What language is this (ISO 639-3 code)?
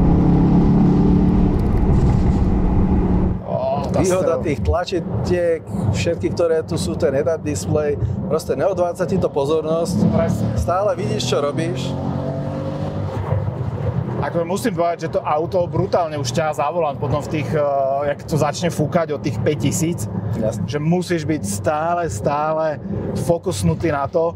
slk